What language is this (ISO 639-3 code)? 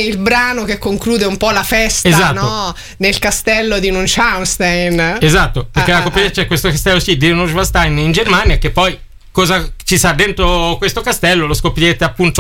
ita